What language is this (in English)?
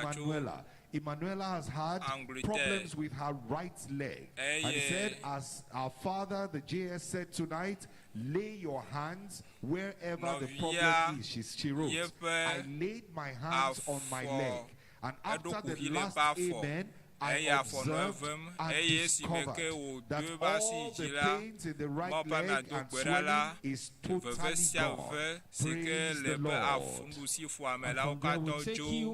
Ewe